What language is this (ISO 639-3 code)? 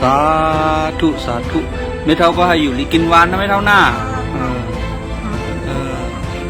shn